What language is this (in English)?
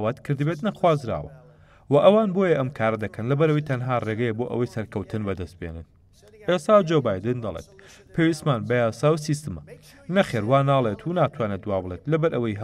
Central Kurdish